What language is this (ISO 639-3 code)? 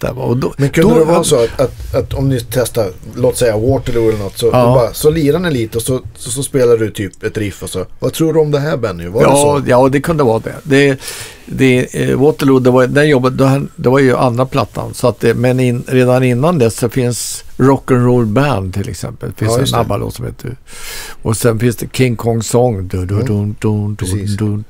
swe